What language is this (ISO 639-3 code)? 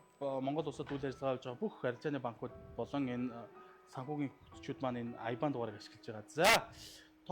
mon